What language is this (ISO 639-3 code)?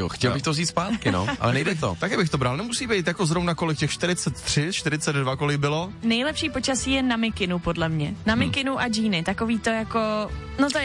ces